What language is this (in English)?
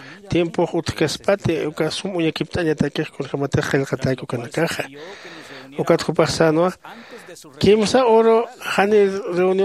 Aymara